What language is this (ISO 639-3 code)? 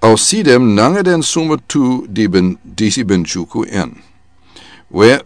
srn